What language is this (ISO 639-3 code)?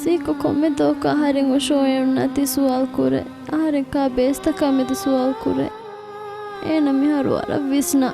div